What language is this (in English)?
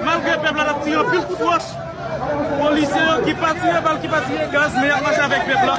Haitian Creole